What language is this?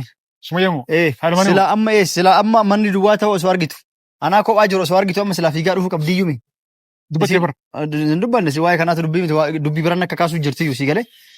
Oromo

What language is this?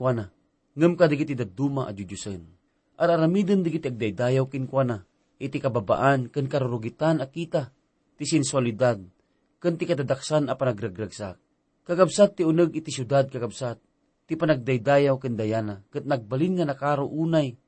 Iloko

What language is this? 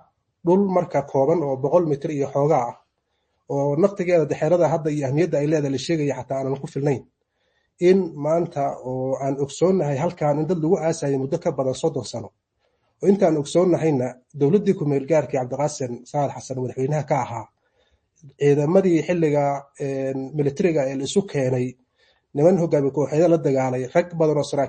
Somali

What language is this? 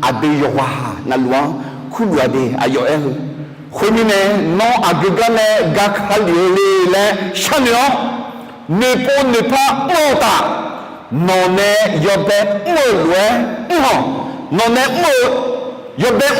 Akha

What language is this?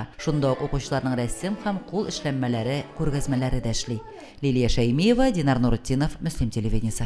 Tatar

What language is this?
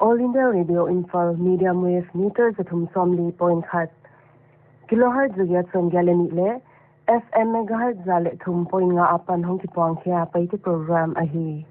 Paite Chin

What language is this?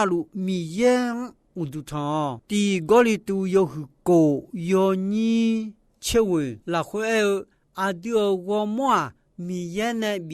Akha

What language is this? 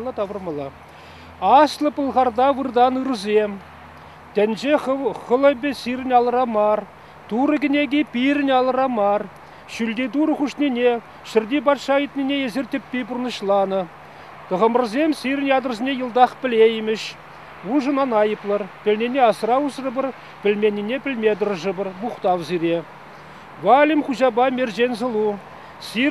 Chuvash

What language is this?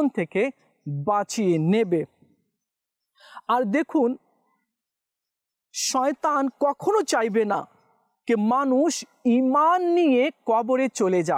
Bangla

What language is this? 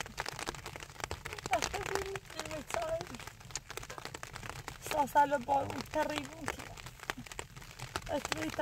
Persian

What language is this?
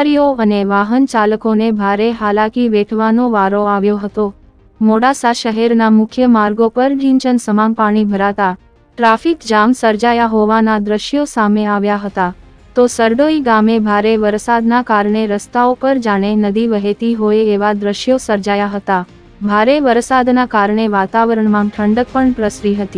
Gujarati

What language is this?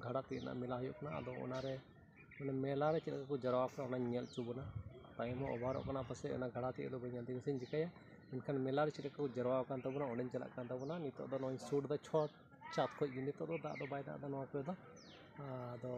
Santali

